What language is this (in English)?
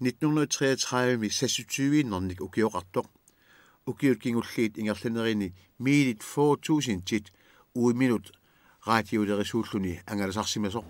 Kalaallisut